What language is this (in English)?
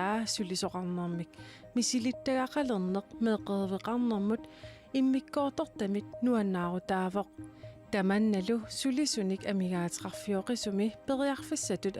Kalaallisut